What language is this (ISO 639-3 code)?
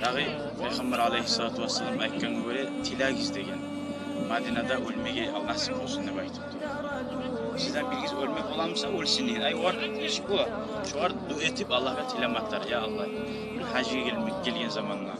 kum